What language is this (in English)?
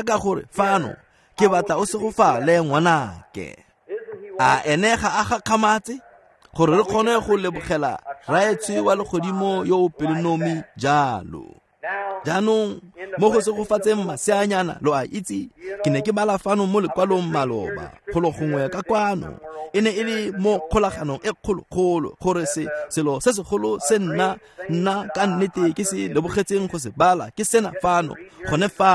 Tswana